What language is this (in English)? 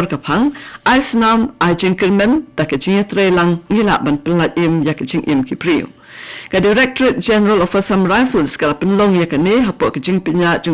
Khasi